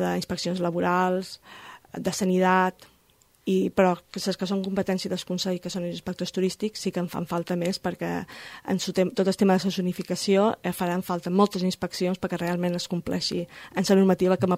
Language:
Catalan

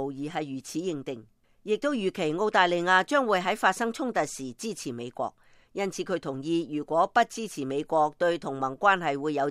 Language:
Cantonese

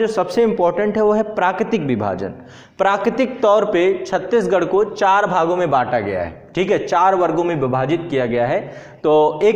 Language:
Hindi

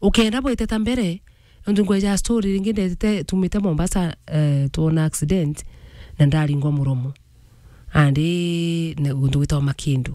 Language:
Meru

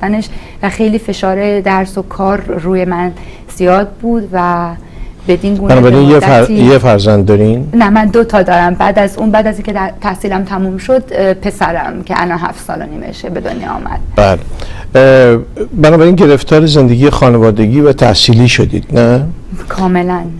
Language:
Persian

